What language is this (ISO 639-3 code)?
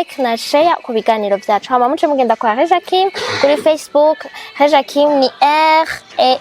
run